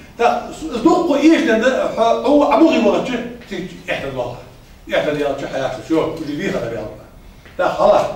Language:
Ingush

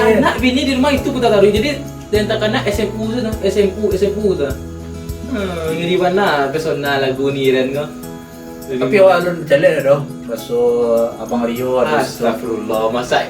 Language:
Minangkabau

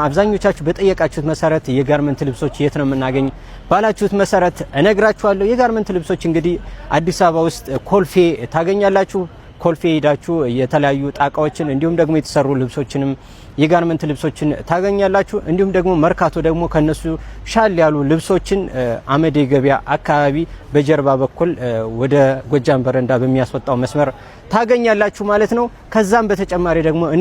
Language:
Amharic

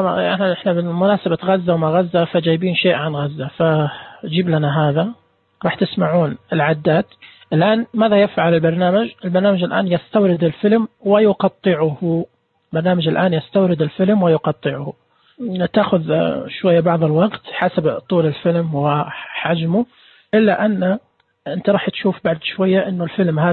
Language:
Najdi Arabic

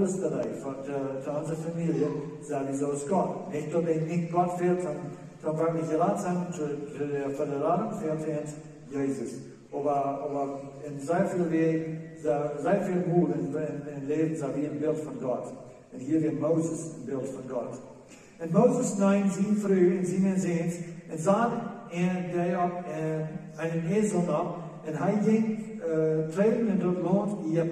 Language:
Plautdietsch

